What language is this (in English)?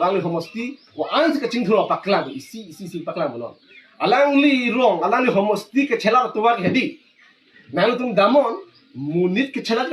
Karbi